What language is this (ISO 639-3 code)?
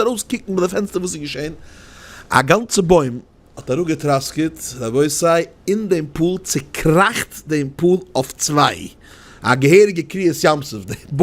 yid